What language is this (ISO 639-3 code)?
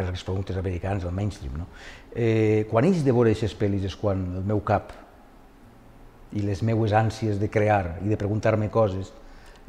cat